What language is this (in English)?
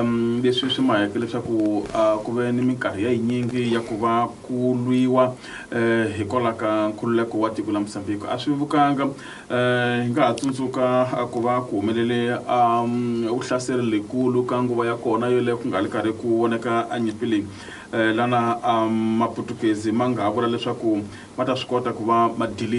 Tsonga